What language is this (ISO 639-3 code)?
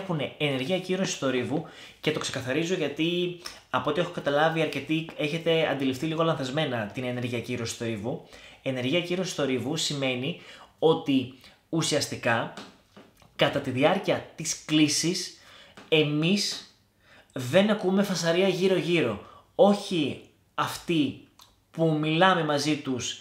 ell